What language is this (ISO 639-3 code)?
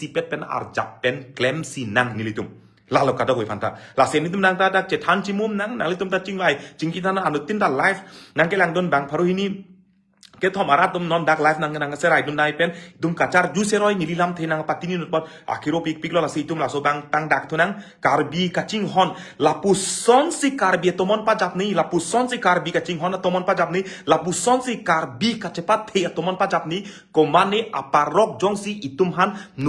mjw